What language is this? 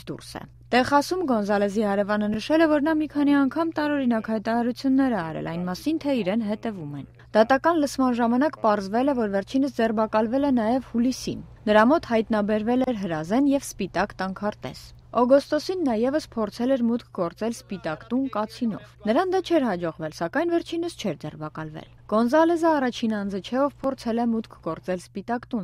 Armenian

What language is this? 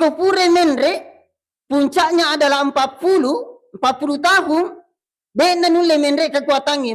Buginese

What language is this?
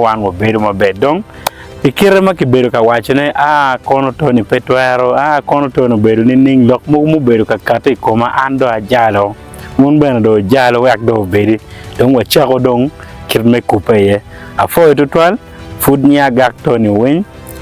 Acoli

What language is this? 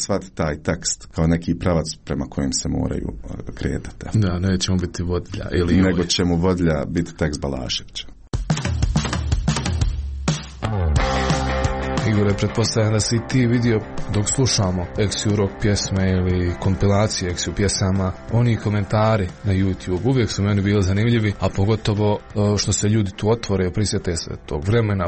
Croatian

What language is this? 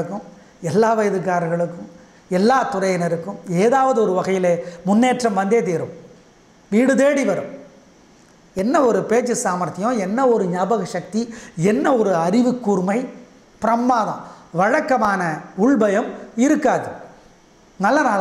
Tamil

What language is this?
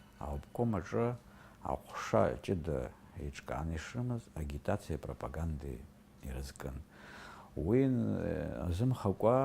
Abkhazian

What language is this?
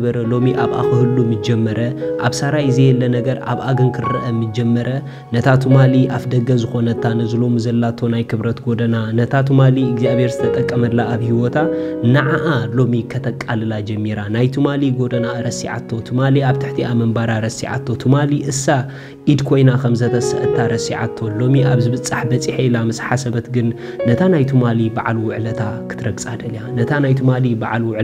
Tigrinya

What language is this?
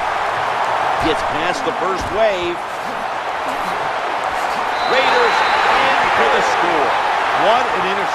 English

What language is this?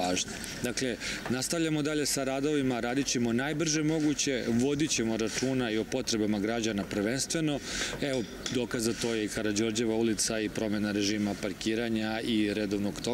Serbian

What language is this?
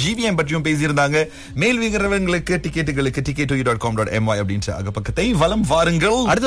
Tamil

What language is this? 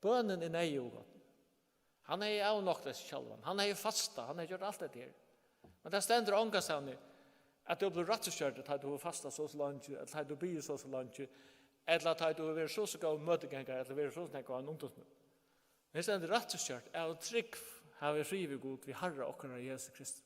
Faroese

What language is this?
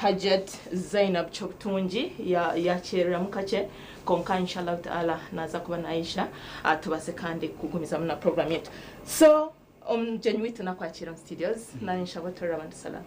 Nyankole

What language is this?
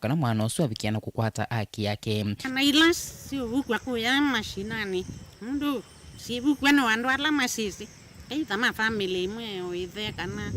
Kamba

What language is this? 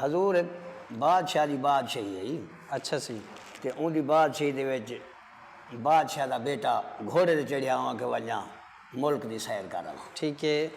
Saraiki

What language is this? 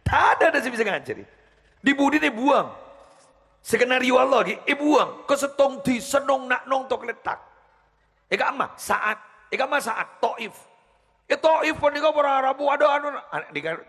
Madurese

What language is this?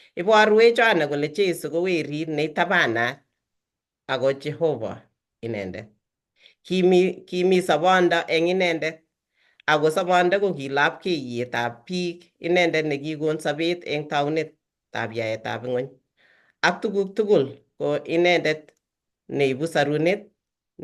Kalenjin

